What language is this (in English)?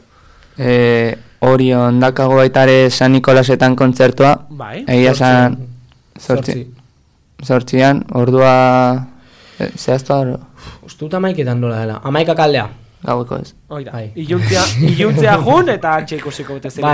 Basque